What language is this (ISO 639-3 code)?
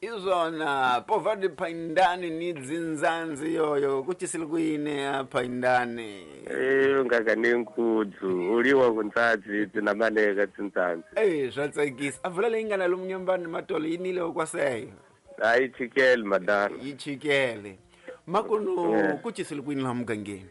tso